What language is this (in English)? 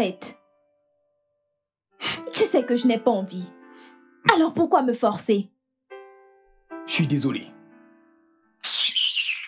French